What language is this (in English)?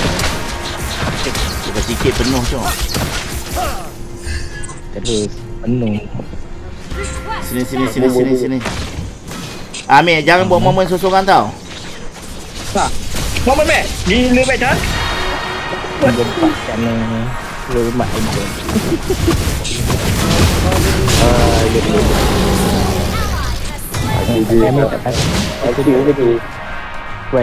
Malay